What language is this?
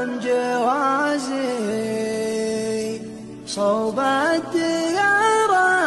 Arabic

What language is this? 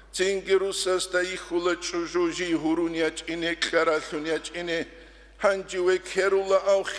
Avaric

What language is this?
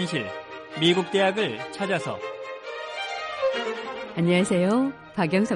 Korean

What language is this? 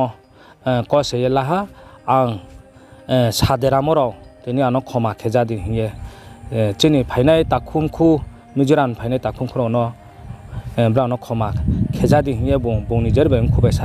Riang (India)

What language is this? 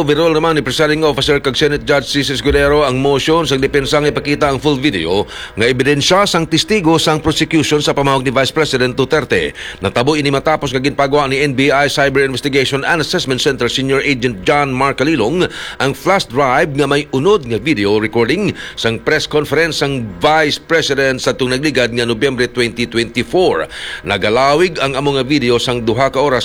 Hiligaynon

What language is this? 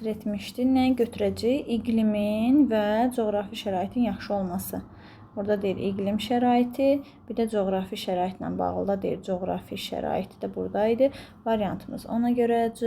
Azerbaijani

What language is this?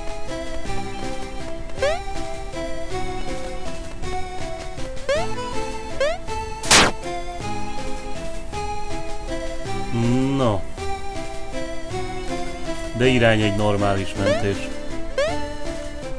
Hungarian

